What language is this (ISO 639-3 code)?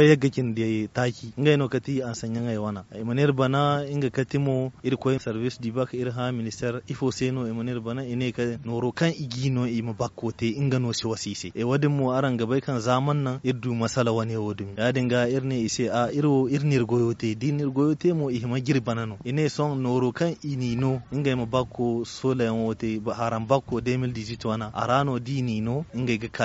dje